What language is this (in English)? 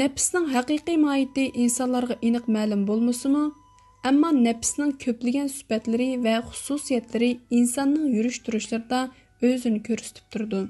Uyghur